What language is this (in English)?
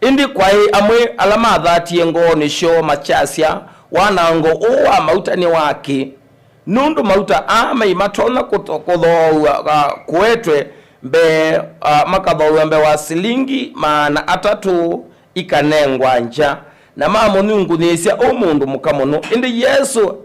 Kamba